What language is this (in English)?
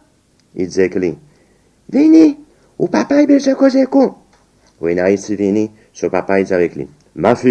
Seselwa Creole French